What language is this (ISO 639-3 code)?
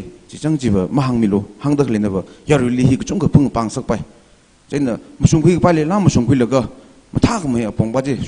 nmf